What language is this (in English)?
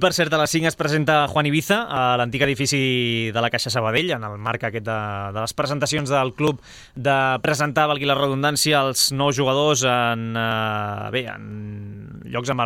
Catalan